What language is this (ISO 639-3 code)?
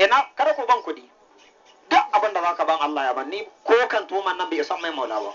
hau